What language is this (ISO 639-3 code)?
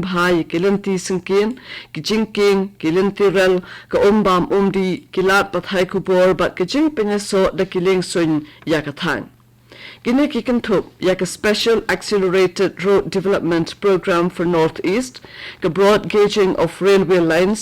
kha